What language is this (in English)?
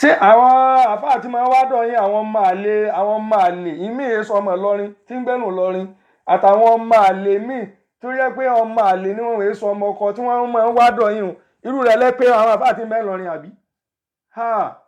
Yoruba